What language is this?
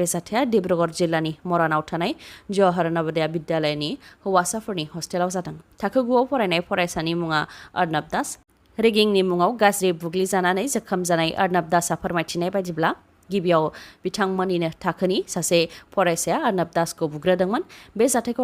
Bodo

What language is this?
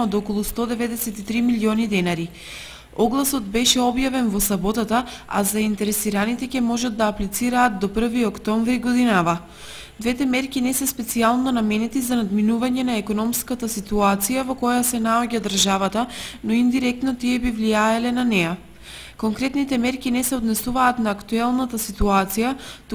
Macedonian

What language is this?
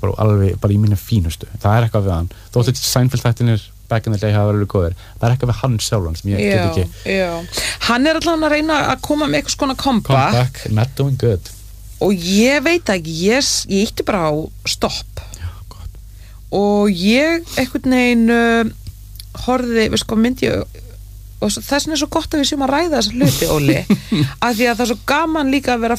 Icelandic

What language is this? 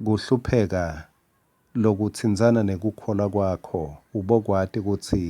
Swati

